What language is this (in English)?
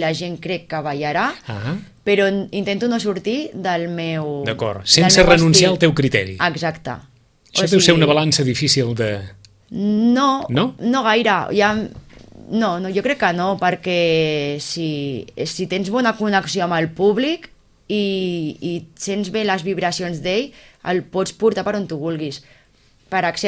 Catalan